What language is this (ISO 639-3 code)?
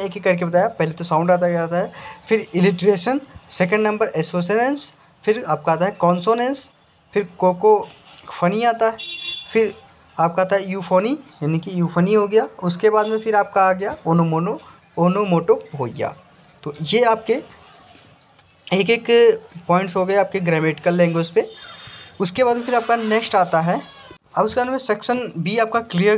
hin